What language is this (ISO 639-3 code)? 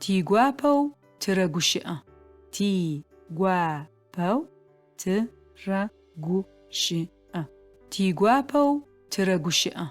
ady